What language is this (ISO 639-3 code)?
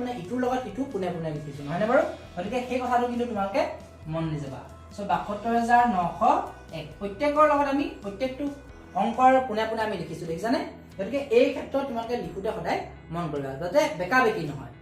asm